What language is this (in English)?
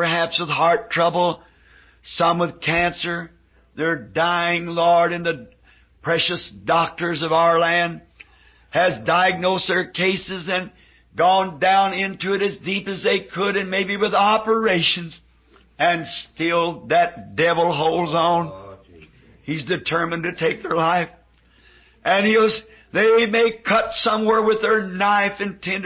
English